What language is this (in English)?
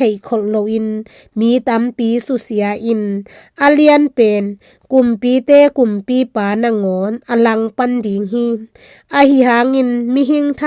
Tedim Chin